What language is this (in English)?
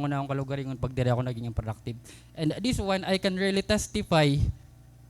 Waray